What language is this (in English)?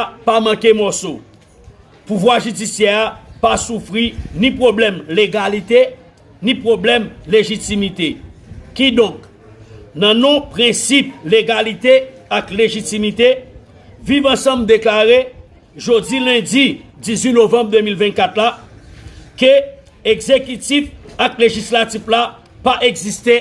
Haitian Creole